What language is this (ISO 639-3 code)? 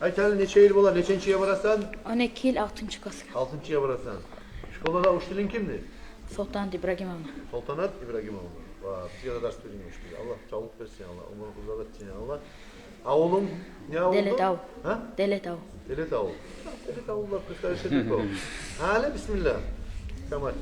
kum